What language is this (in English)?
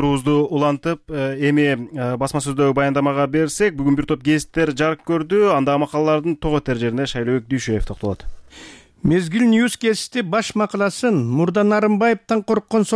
Kyrgyz